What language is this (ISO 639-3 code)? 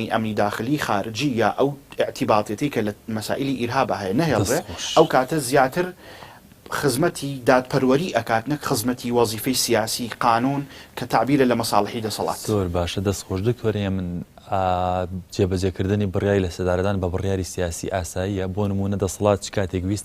ckb